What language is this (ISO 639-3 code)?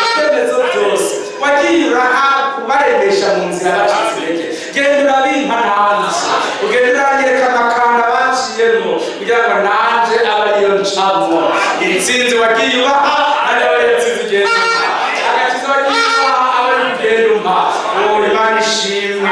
run